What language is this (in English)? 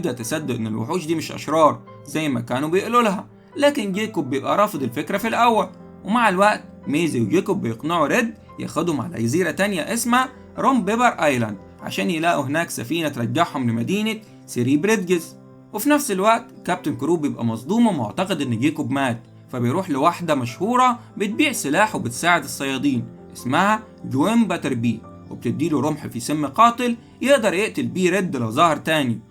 Egyptian Arabic